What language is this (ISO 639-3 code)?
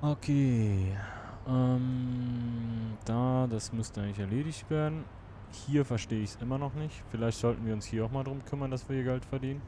gsw